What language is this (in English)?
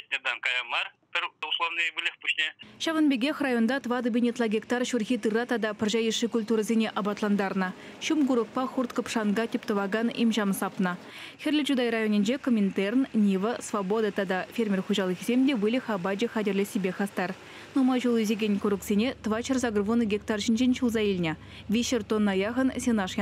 Chuvash